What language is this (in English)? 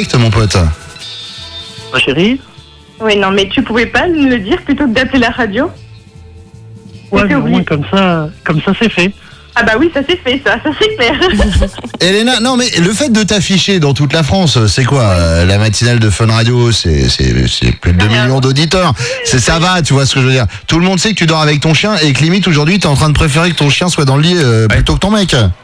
French